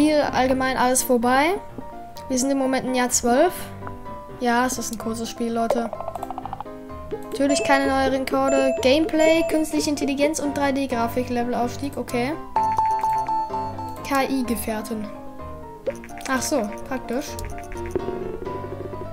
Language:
German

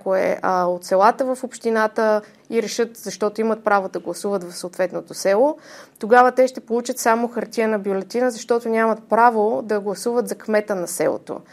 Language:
Bulgarian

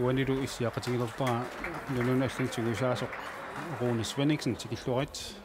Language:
Kalaallisut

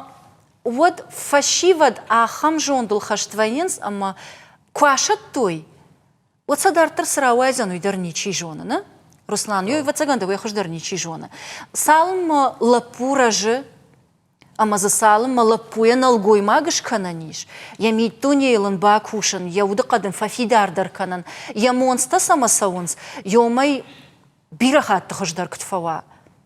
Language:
Ossetic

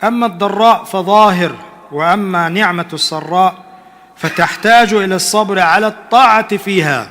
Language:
Chechen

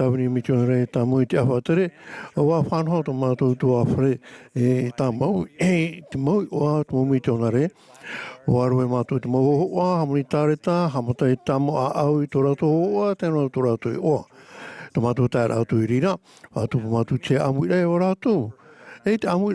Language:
Tahitian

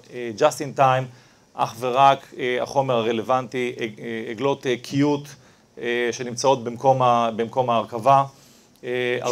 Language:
Hebrew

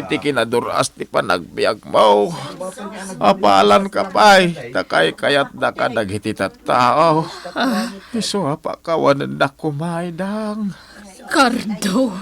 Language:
Iloko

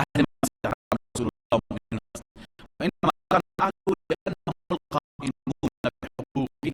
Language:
Persian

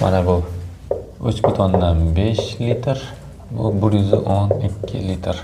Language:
Uzbek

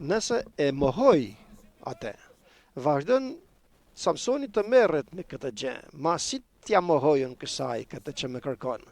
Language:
Albanian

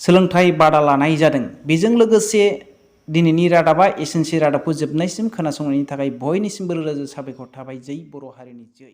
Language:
Bodo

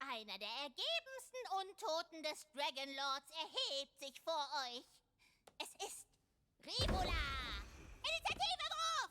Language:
Swiss German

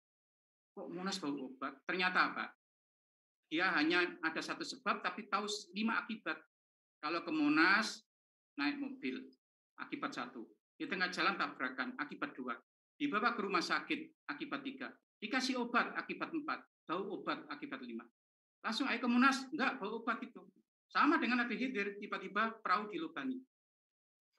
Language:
Indonesian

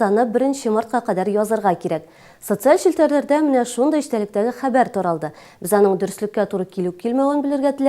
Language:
Tatar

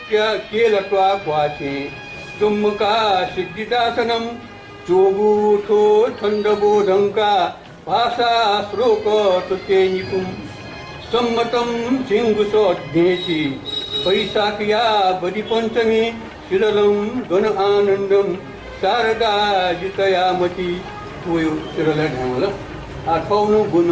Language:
Newari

